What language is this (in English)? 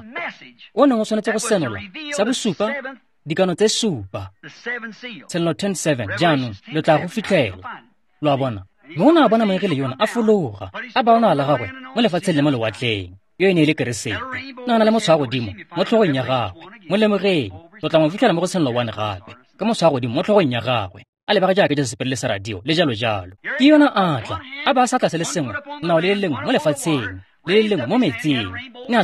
Tswana